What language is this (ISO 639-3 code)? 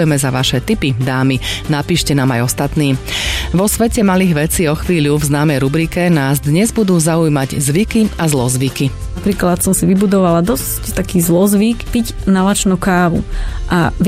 slk